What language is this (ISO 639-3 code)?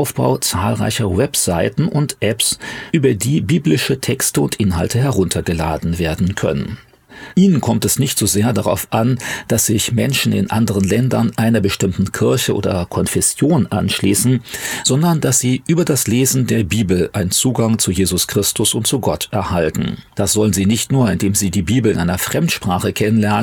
deu